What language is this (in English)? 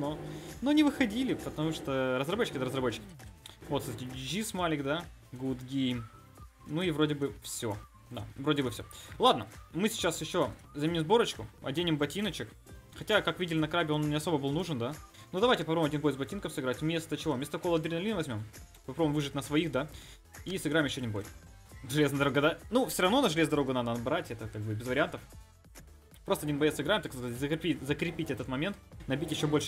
Russian